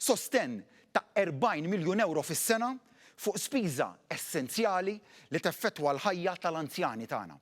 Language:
Maltese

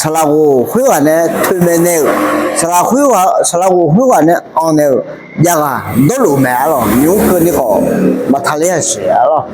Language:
Akha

